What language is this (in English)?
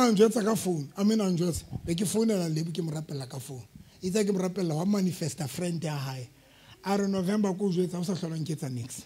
Southern Sotho